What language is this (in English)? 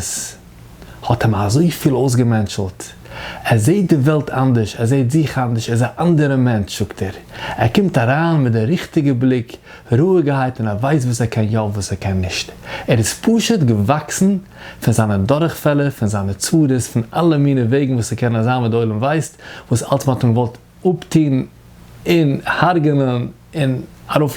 Yiddish